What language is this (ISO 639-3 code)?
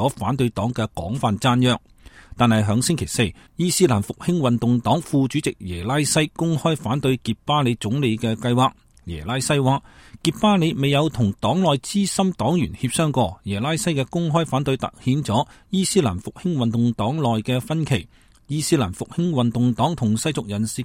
yue